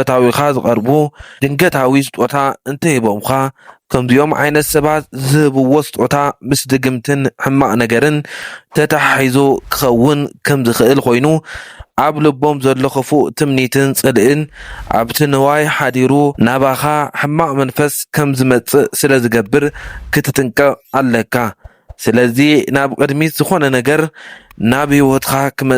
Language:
Tigrinya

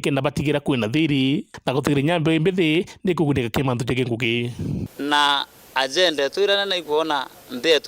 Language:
Meru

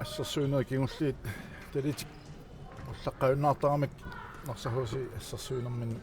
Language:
Kalaallisut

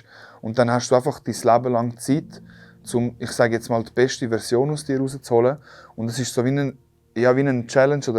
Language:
Swiss German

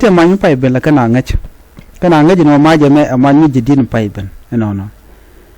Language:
Nuer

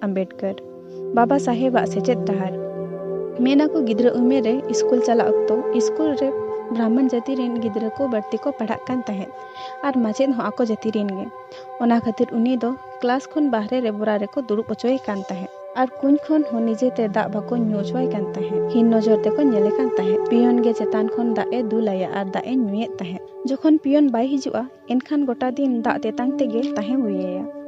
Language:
Santali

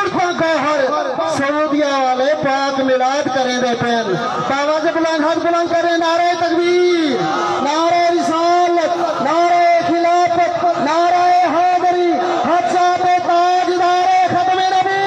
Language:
Saraiki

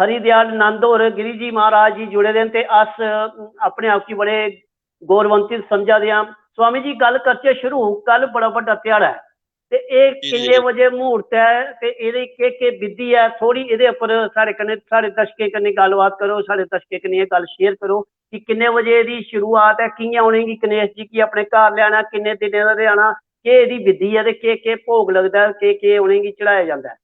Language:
Dogri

